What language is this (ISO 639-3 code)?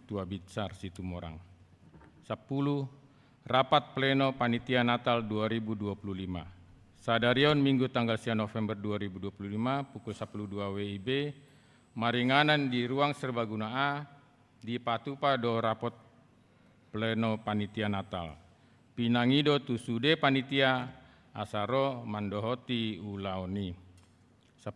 bbc